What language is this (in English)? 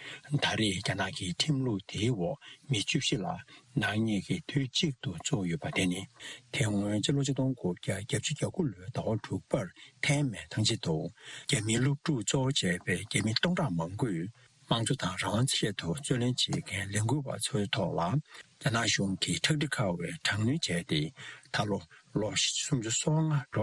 Tibetan